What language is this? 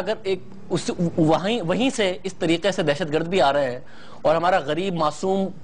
Urdu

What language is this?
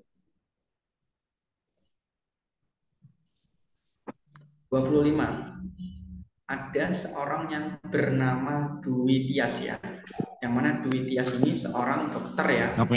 Indonesian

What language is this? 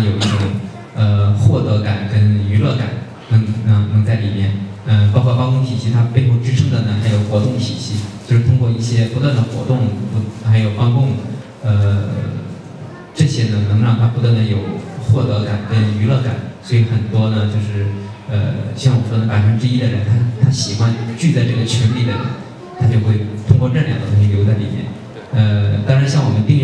Chinese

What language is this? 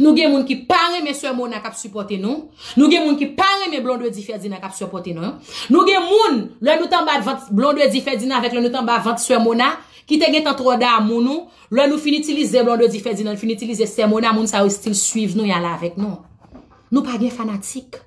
Haitian Creole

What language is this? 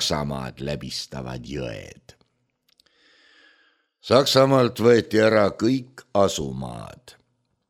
Estonian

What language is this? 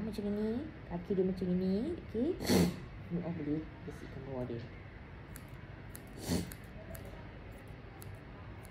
Malay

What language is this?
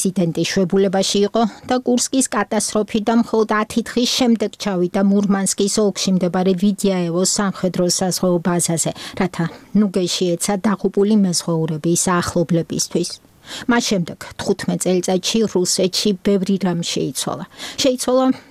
Georgian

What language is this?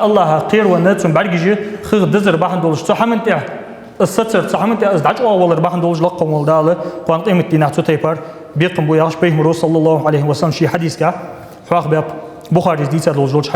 Ingush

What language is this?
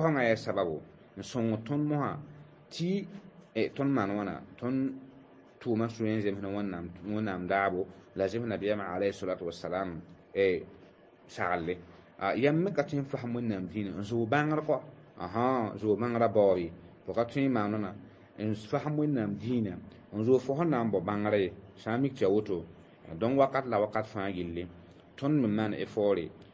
Mossi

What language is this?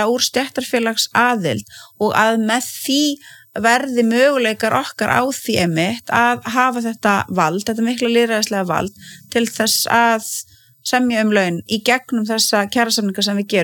Icelandic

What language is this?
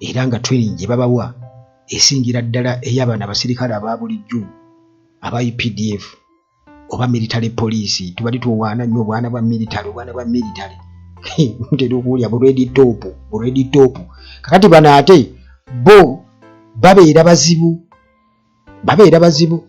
Ganda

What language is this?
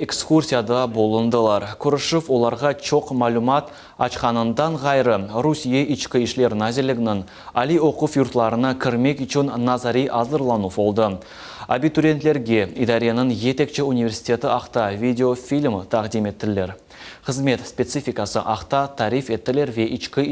Crimean Tatar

